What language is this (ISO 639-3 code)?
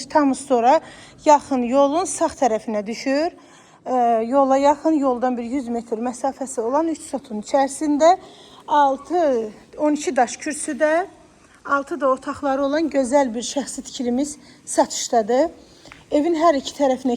aze